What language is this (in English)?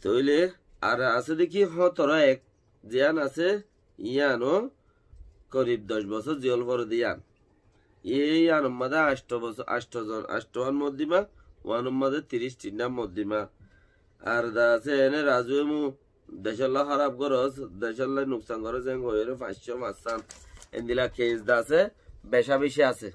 Rohingya